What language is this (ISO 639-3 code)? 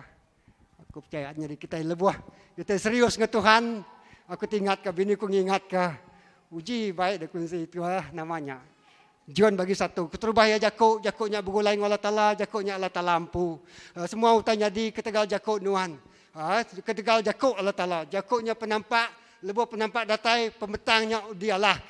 iba